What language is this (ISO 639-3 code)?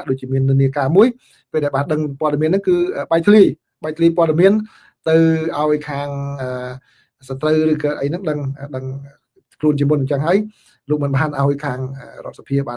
khm